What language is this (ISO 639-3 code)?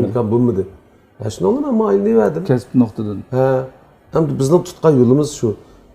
uig